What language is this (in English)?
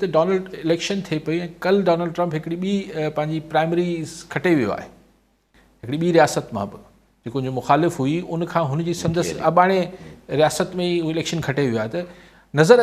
Sindhi